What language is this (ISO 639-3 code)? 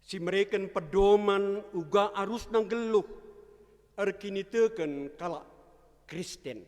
btx